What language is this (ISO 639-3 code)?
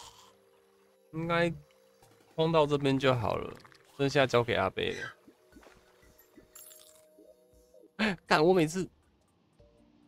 zho